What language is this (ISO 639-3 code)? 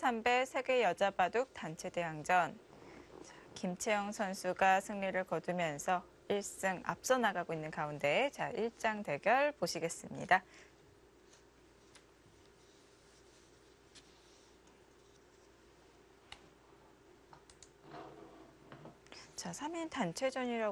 kor